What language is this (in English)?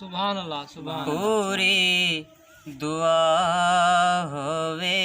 Saraiki